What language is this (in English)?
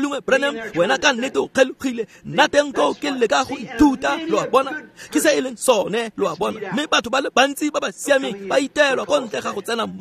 Tswana